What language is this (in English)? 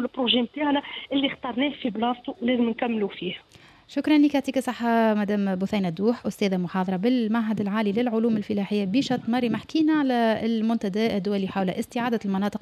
Tunisian Arabic